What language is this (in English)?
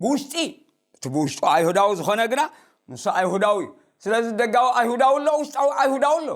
Tigrinya